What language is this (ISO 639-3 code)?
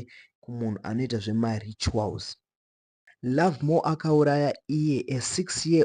sna